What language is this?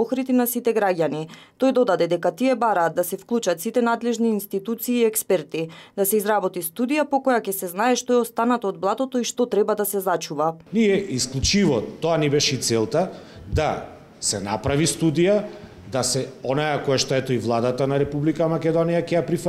Macedonian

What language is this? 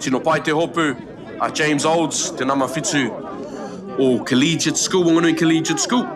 Māori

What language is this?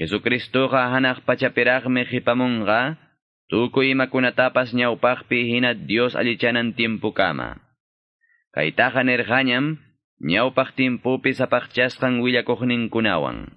Quechua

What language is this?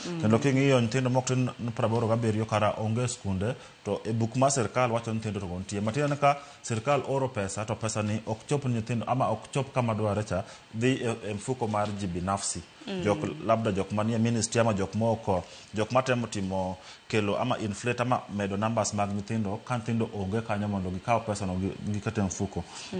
Luo (Kenya and Tanzania)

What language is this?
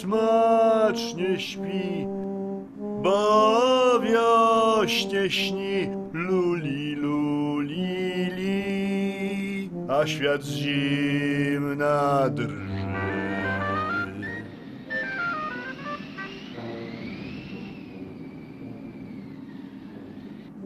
Polish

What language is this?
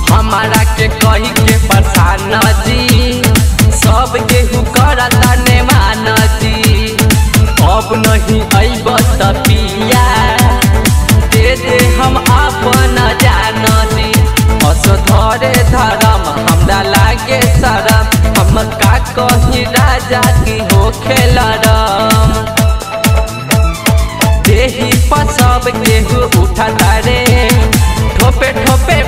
Bhojpuri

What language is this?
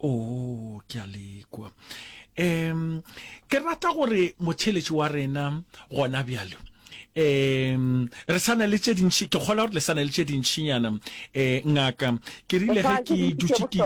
Northern Sotho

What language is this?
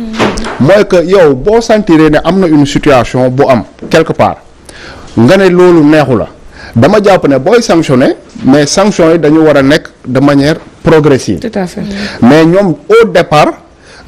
Wolof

